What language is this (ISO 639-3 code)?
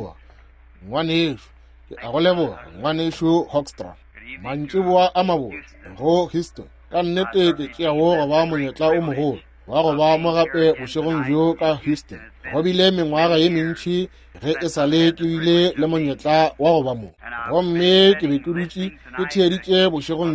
nso